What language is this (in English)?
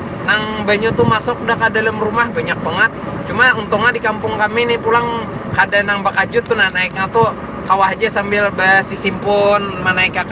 Banjar